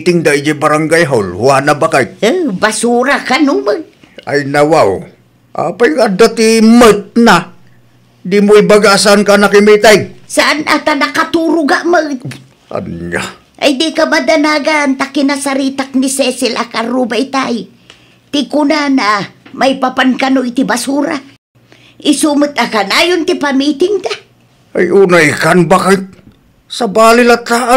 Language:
Iloko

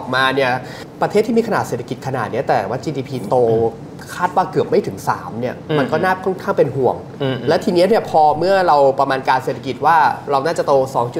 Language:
Thai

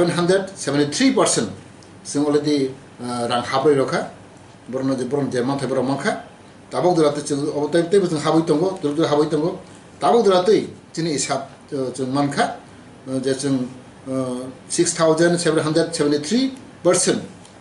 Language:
Kok Borok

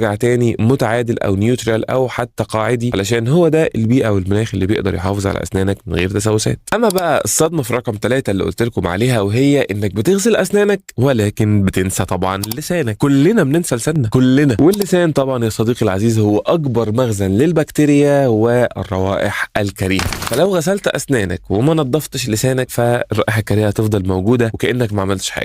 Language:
Egyptian Arabic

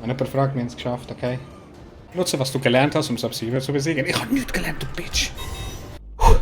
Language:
Swiss German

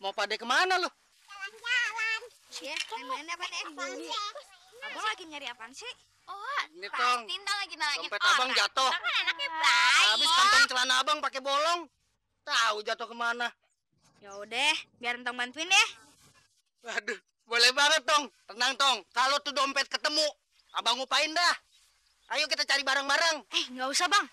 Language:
Betawi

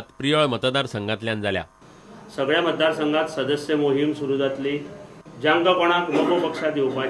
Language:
Konkani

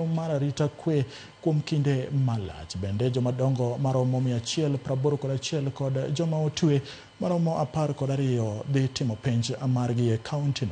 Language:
Luo (Kenya and Tanzania)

